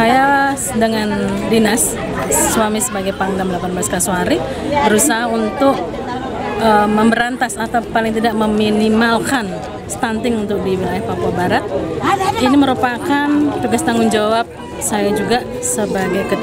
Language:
Indonesian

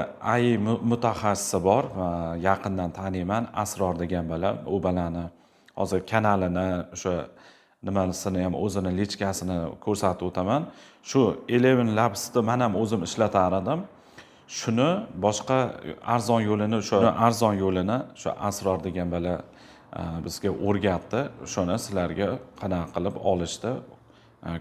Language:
Uzbek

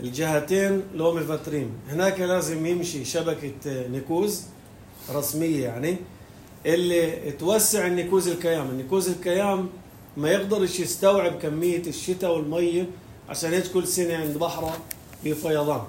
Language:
North Levantine Arabic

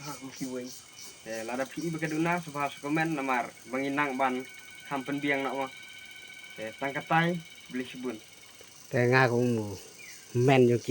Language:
Khasi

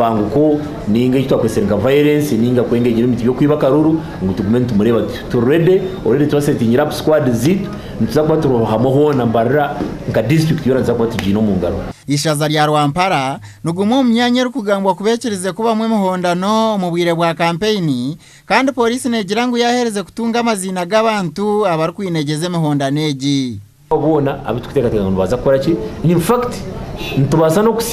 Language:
Nyankole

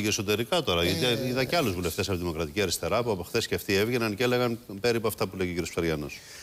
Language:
Greek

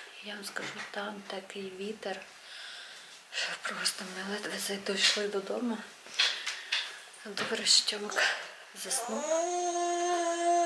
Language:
Ukrainian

